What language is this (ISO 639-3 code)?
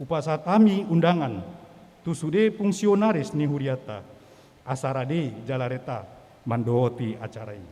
bbc